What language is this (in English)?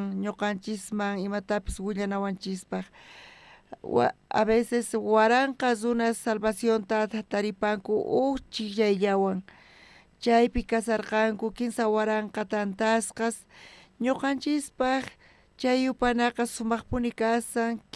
South Bolivian Quechua